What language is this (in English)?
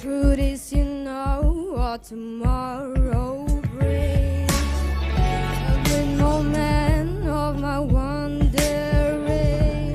Tangkhul Naga (India)